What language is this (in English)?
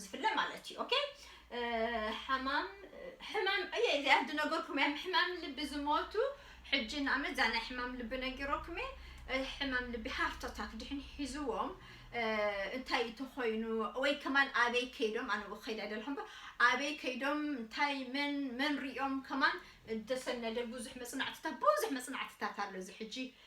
Tigrinya